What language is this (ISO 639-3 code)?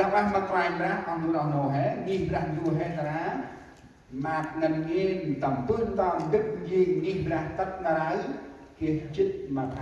cmo